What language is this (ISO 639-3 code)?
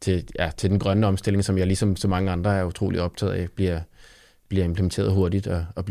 dan